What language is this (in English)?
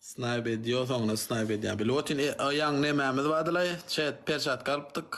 Turkmen